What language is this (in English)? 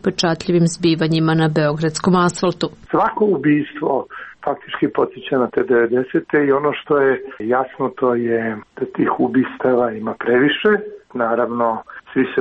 Serbian